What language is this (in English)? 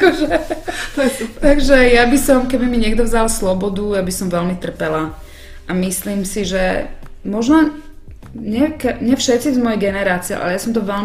Slovak